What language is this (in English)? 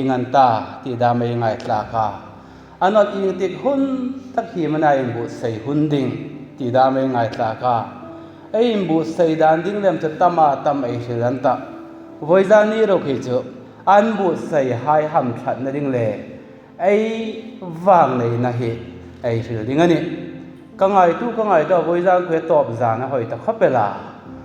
Hmar